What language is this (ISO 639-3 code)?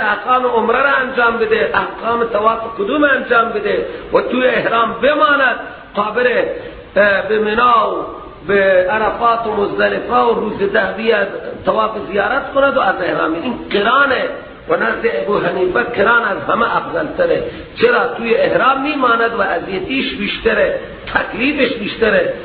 fas